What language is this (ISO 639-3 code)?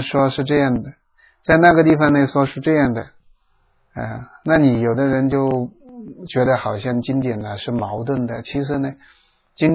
zho